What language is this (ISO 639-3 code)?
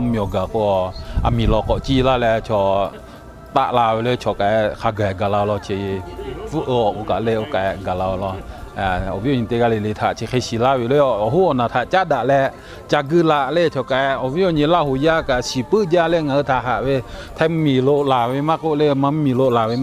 lhu